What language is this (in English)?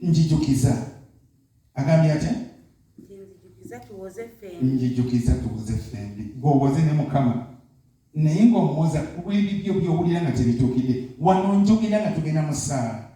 Ganda